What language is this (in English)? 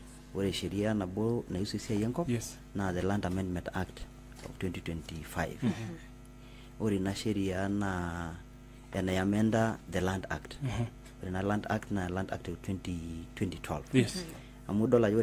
Masai